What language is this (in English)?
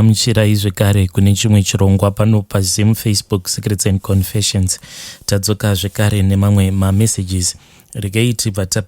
Shona